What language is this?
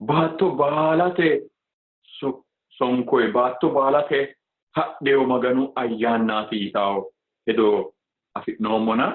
Sidamo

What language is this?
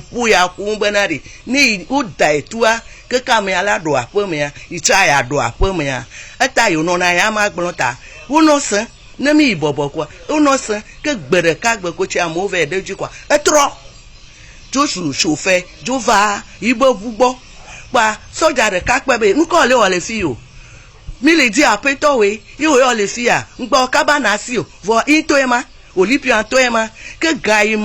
Ewe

